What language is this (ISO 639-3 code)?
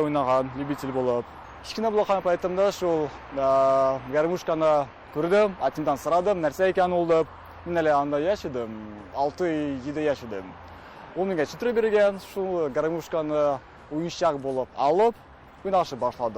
tat